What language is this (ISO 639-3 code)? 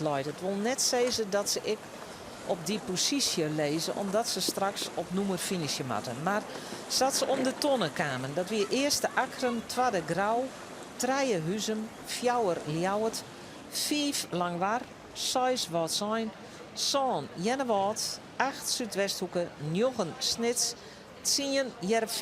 fry